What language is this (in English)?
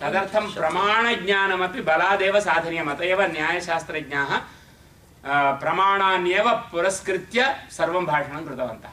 Sanskrit